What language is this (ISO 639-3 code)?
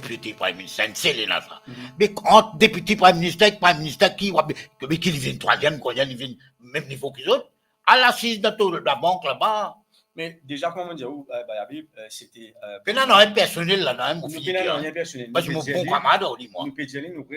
mfe